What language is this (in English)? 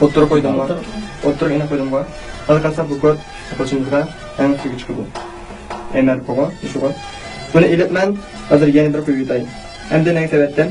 Uyghur